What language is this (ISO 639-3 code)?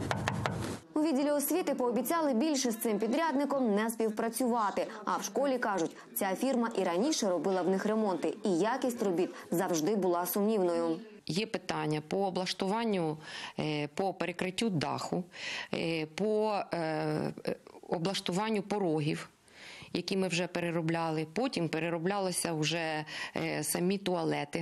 ukr